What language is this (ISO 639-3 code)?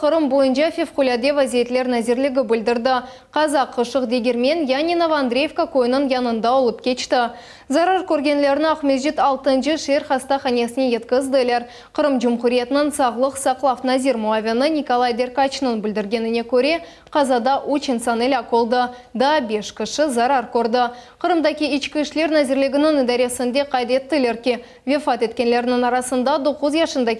crh